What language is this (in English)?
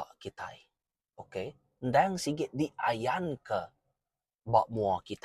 Iban